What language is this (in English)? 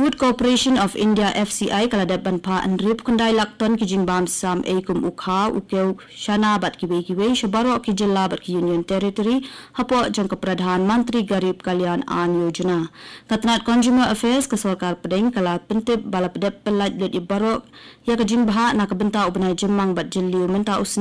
Khasi